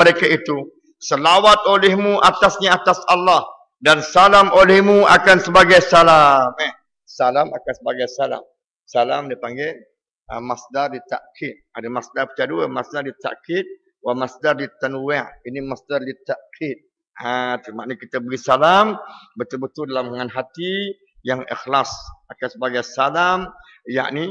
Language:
Malay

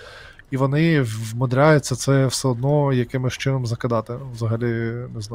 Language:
Ukrainian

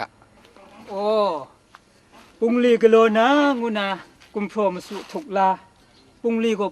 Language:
Kachin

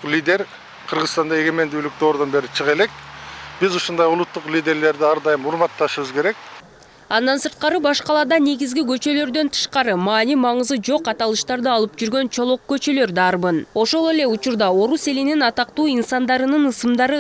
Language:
Kyrgyz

